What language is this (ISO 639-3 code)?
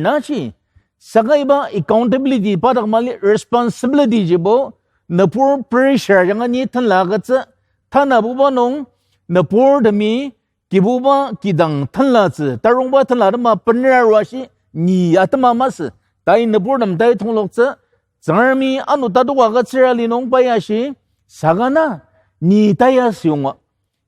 njo